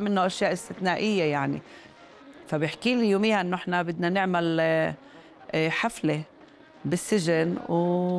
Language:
North Levantine Arabic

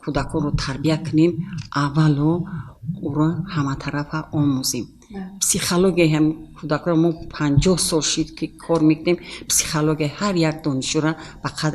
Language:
Tajik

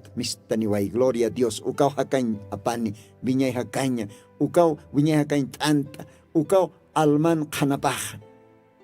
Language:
Aymara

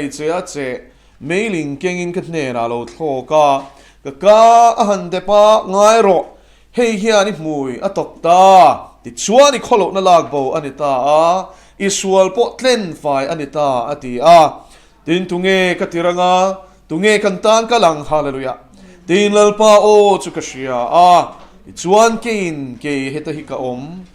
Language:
Mizo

